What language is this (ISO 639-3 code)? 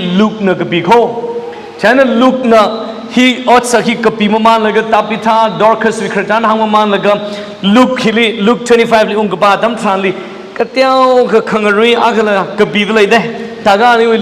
nmf